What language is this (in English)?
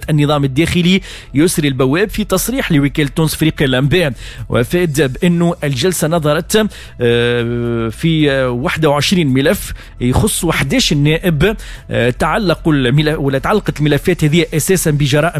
Tunisian Arabic